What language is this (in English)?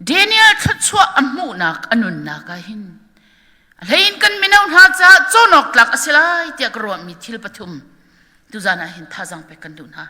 Hakha Chin